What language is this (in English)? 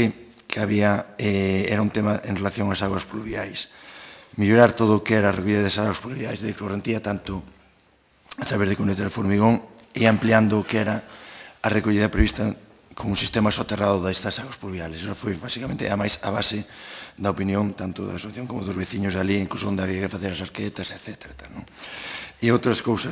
Galician